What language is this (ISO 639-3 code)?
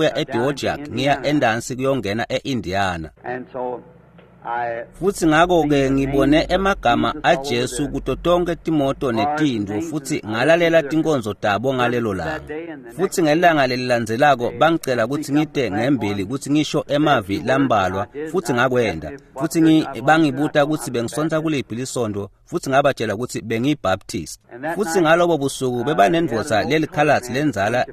ssw